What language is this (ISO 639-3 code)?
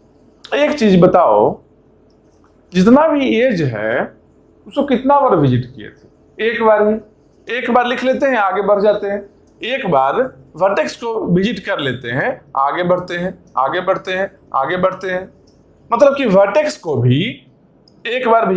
hin